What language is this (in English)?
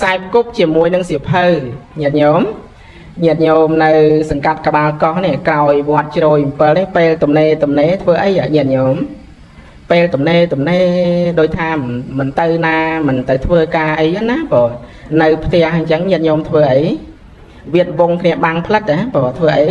Khmer